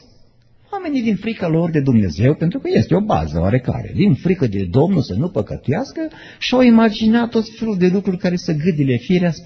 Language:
Romanian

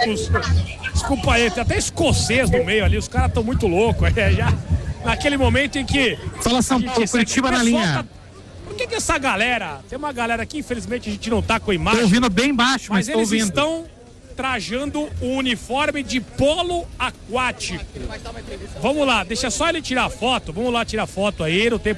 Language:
Portuguese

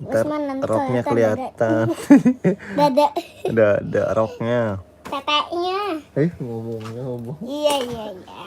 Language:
Betawi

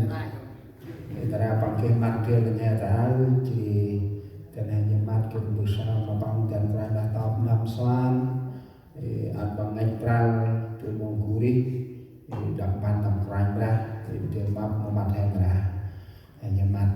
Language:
Central Mnong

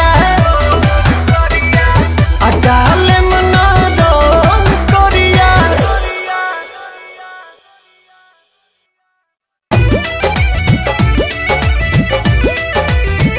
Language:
Bhojpuri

